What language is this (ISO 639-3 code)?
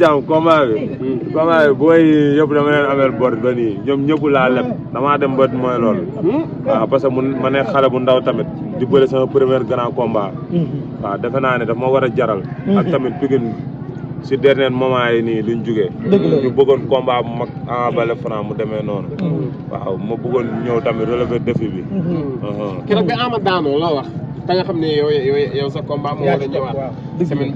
wol